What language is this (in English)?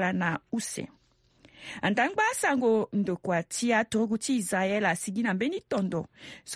Sango